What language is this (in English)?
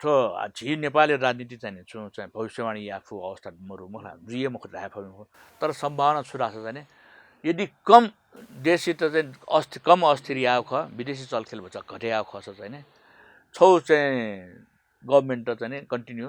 Newari